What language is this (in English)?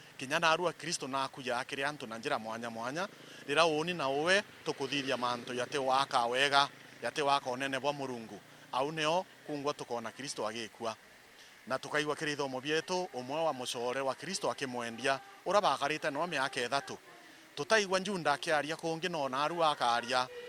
Meru